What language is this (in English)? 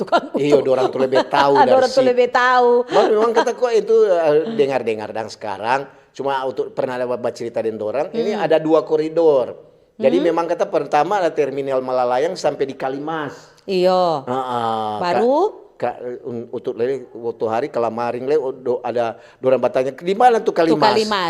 Manado Malay